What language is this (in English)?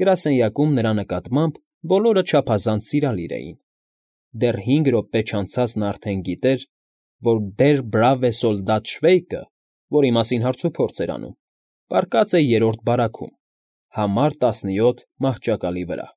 Armenian